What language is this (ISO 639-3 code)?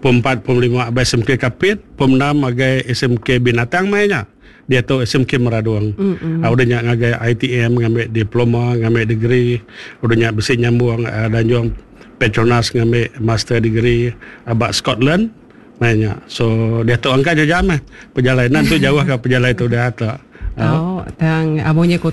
iba